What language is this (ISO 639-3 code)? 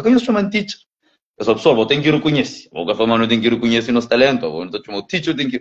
kea